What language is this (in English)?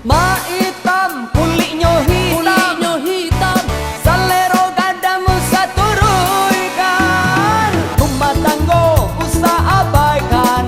Minangkabau